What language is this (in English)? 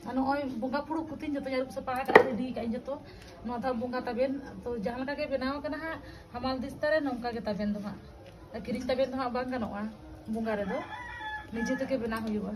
Santali